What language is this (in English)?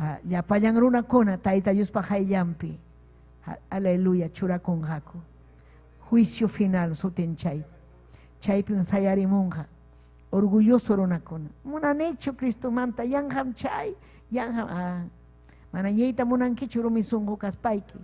Ayacucho Quechua